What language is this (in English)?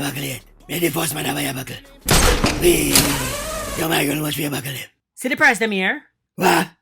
Jamaican Creole English